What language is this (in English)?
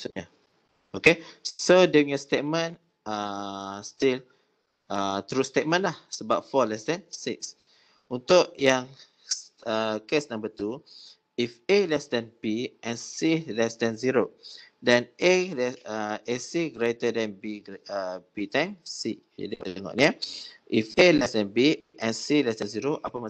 Malay